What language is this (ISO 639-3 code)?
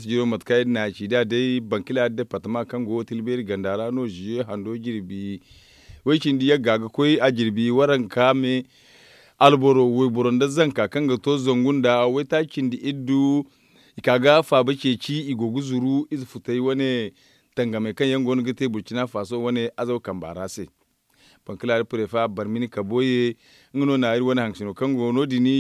dje